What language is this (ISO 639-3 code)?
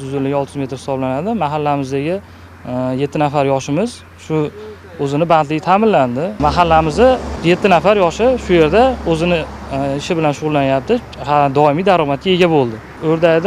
uzb